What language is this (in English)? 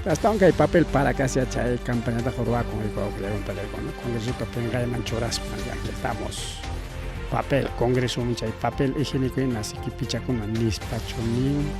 Ayacucho Quechua